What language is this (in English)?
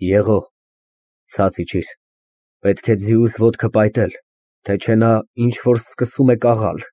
Armenian